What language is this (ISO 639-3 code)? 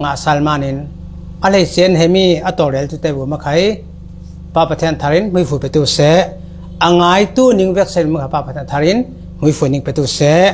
cfm